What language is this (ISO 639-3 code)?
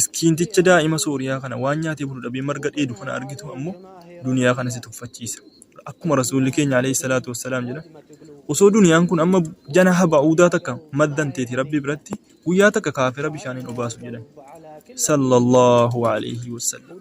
orm